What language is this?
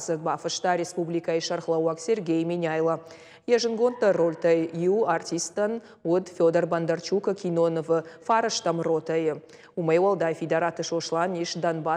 Ossetic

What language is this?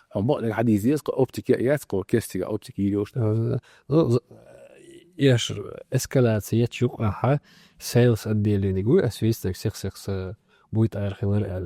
Chechen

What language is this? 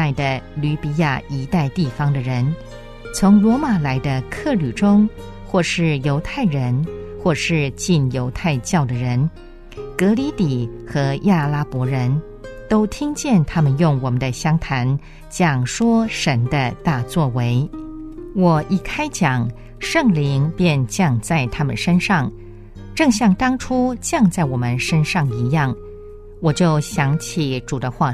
Chinese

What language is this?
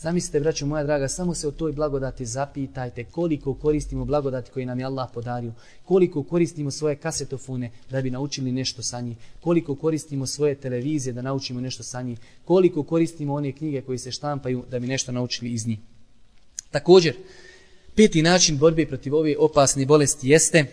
Bosnian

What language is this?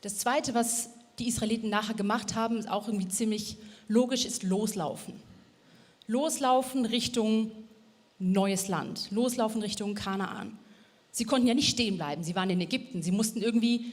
Swiss German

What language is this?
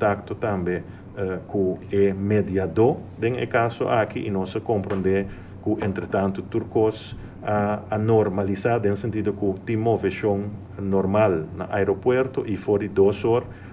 Papiamento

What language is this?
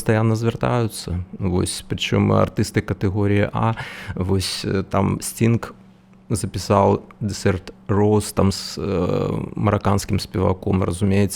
Belarusian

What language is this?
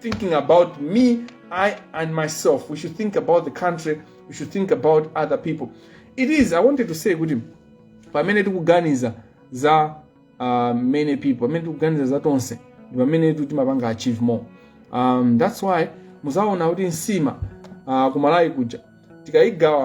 Nyanja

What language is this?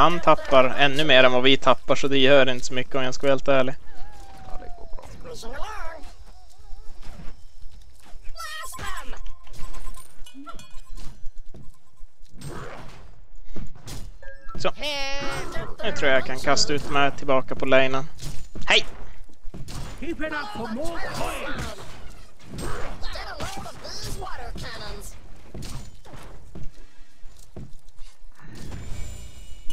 Swedish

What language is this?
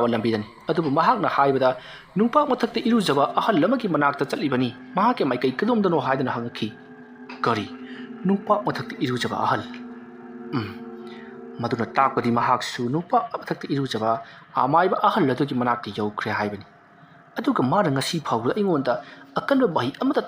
Manipuri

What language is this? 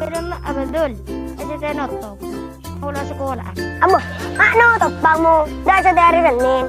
Madurese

